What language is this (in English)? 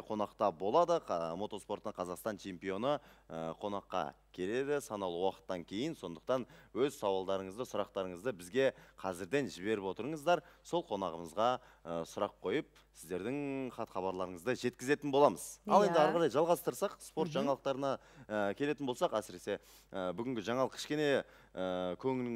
Kazakh